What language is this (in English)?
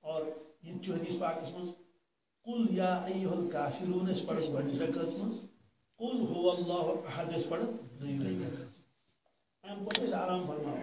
Kashmiri